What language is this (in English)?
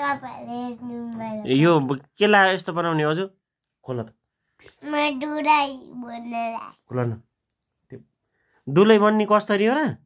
Nepali